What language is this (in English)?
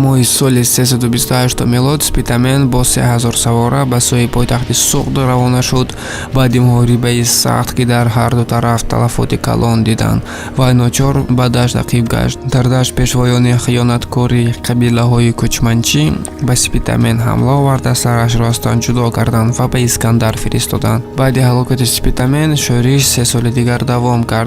Tajik